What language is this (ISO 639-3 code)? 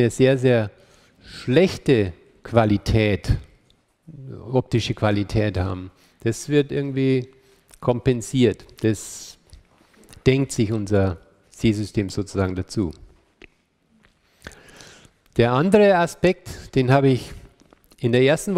deu